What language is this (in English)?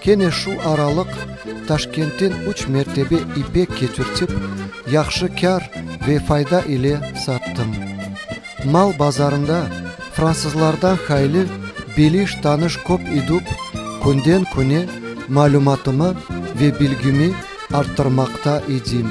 Crimean Tatar